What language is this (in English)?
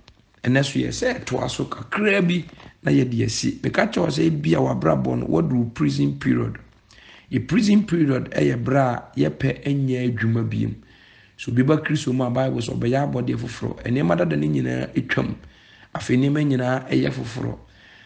Akan